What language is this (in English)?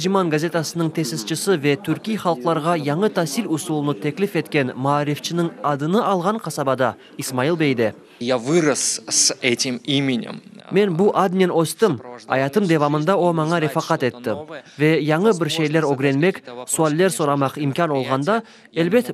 Crimean Tatar